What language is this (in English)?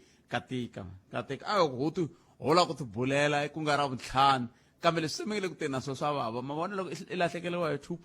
Tsonga